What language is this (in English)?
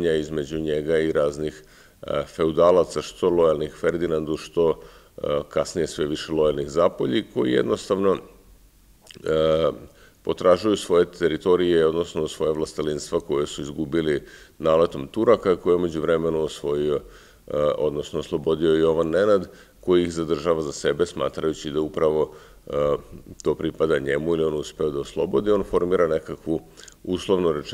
Serbian